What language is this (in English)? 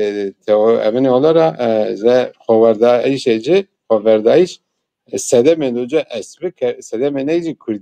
Zaza